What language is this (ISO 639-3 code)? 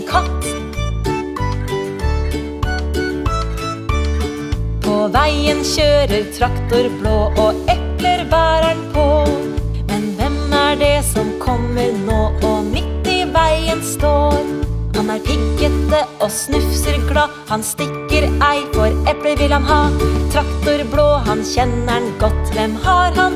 nor